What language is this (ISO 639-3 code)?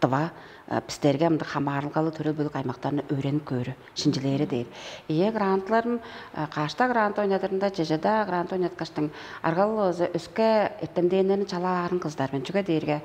tyv